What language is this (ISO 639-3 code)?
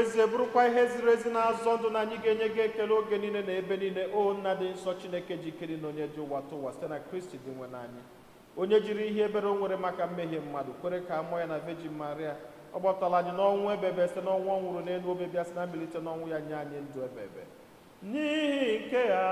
ibo